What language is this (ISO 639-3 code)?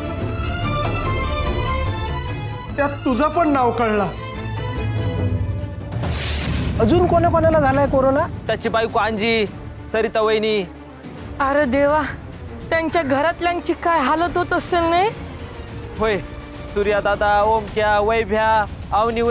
mar